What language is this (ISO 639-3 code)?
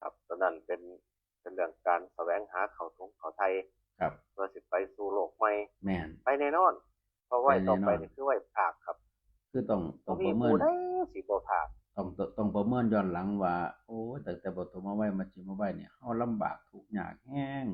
tts